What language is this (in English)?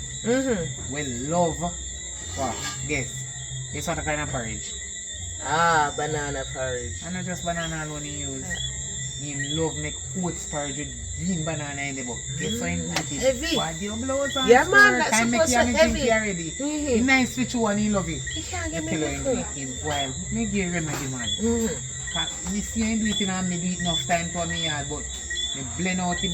Jamaican Creole English